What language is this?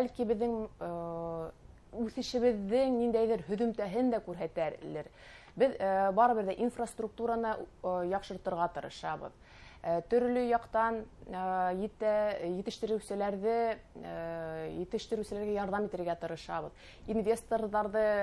Bashkir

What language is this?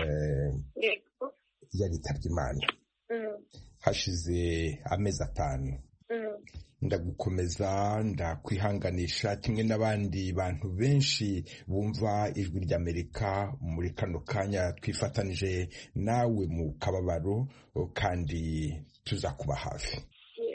Kinyarwanda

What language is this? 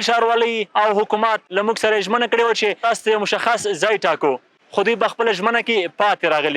Pashto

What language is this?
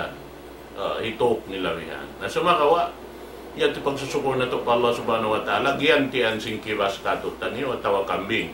Tausug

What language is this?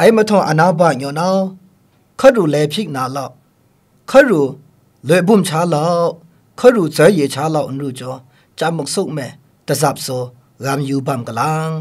Kachin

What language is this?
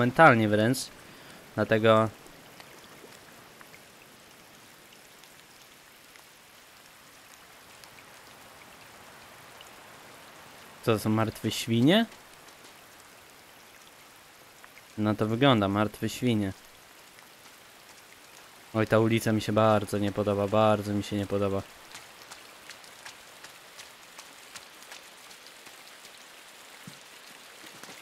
Polish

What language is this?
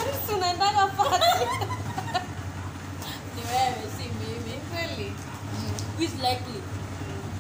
Swahili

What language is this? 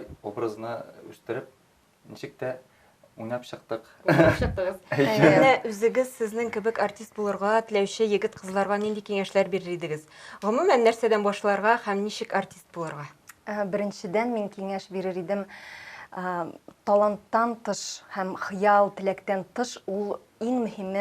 Tatar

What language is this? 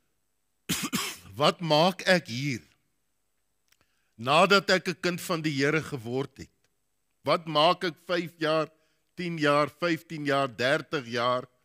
Afrikaans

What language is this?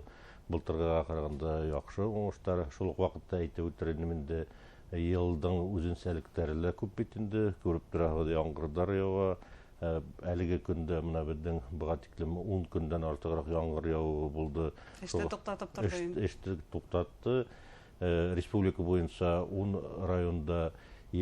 Bashkir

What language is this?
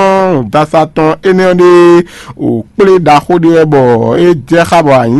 Fon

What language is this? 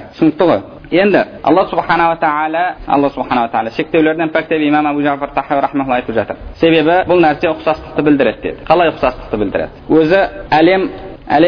Kazakh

